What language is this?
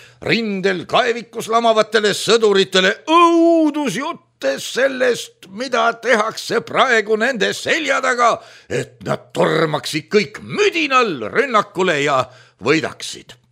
Estonian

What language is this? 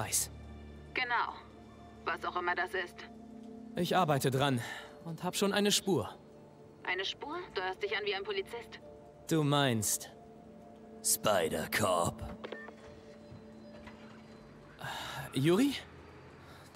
German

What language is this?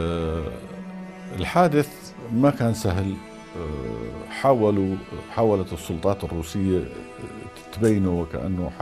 North Levantine Arabic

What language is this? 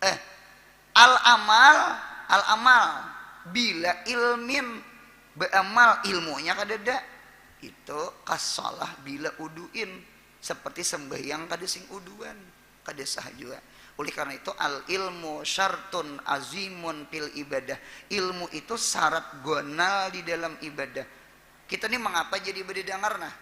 Banjar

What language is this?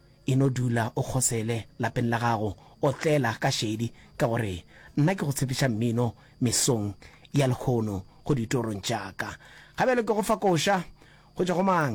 Northern Sotho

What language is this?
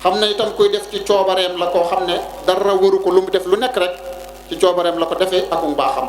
Wolof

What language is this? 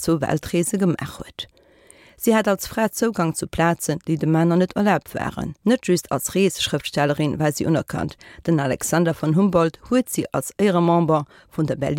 Luxembourgish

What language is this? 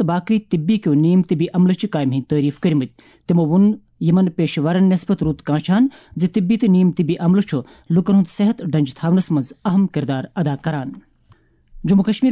Kashmiri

